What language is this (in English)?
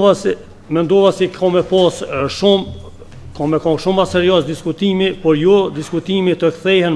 Albanian